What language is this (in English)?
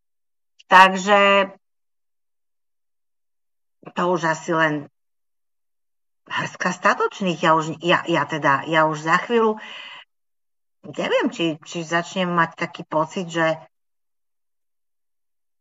Slovak